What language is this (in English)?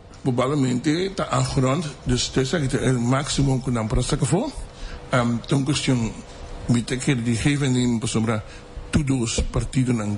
Papiamento